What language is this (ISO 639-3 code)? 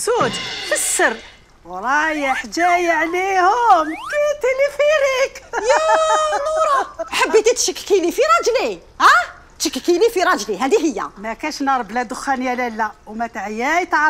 arq